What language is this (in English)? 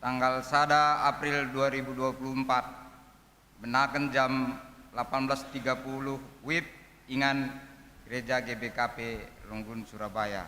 Batak Karo